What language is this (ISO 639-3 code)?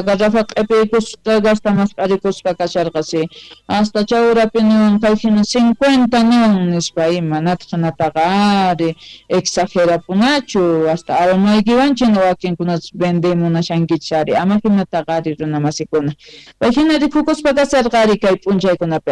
quh